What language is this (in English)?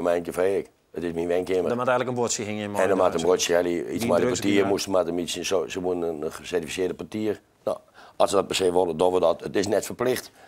Western Frisian